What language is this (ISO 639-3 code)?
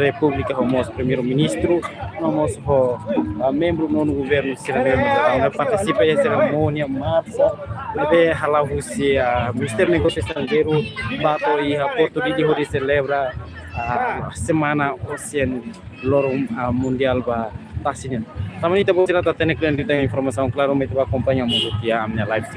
tet